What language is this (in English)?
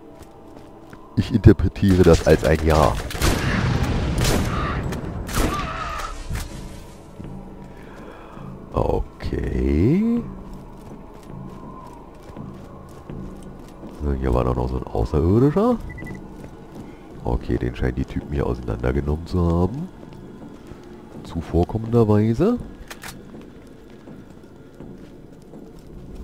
German